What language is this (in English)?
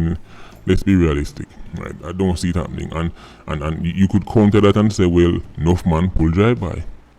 Jamaican Creole English